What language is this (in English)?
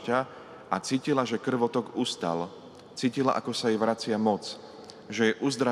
Slovak